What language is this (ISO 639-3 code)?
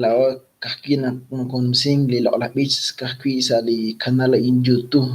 kek